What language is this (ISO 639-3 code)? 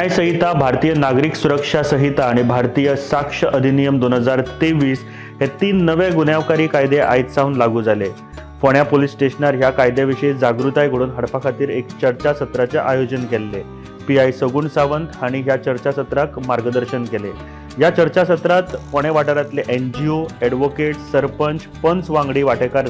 kok